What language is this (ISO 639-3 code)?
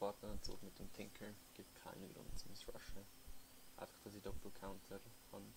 gsw